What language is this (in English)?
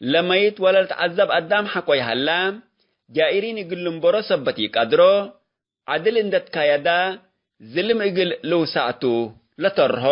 Tigre